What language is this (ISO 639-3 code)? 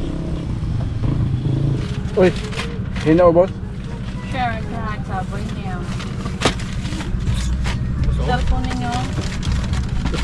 fil